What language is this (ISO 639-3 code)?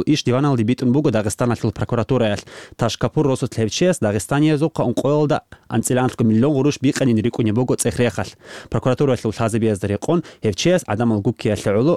ava